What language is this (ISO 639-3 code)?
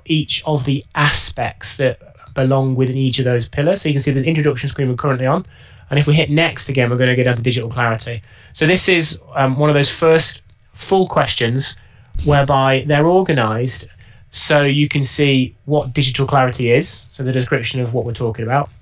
eng